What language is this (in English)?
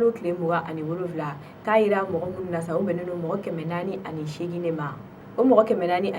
Bambara